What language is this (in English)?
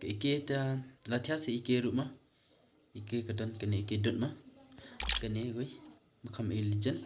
Khasi